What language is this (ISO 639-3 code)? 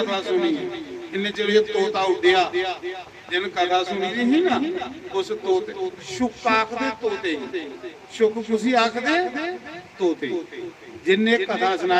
doi